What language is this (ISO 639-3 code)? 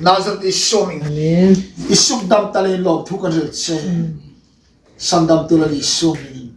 hmr